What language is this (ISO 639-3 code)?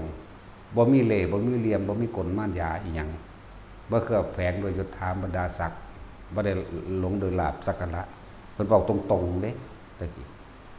tts